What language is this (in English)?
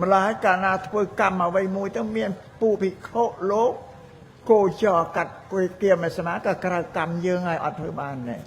Khmer